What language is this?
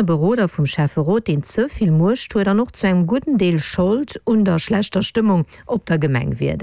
Luxembourgish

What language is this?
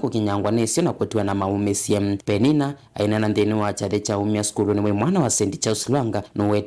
Kamba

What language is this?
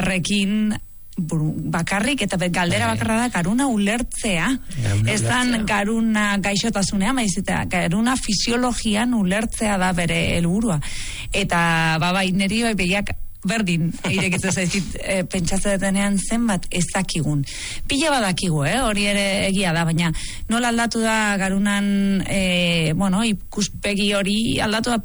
Basque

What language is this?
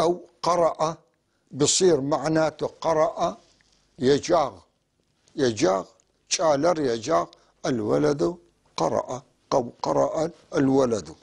North Levantine Arabic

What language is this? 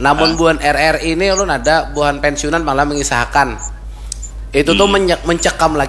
Banjar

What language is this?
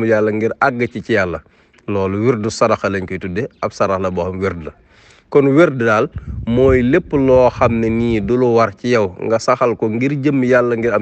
Wolof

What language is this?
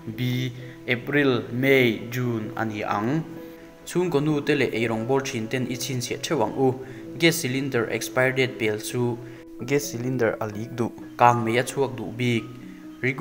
Mizo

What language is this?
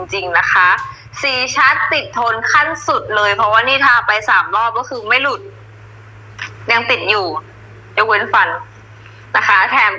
Thai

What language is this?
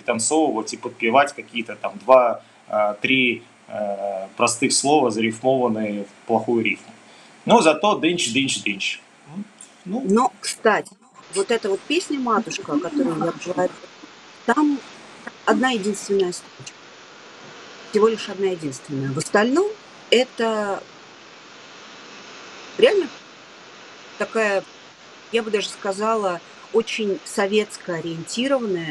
Russian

